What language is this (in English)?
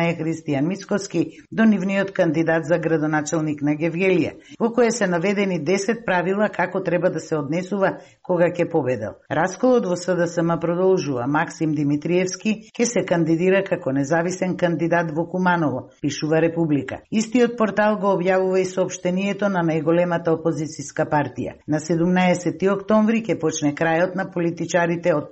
Macedonian